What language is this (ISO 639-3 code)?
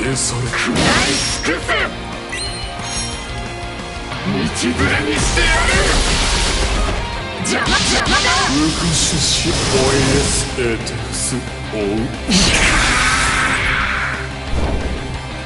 jpn